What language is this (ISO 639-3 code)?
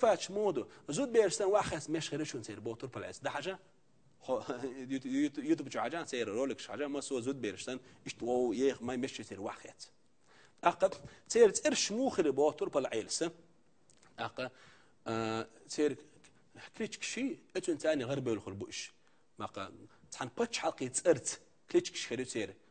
che